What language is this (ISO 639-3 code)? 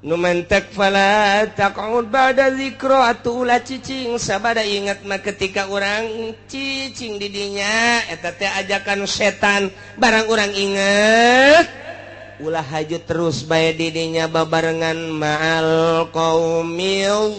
sun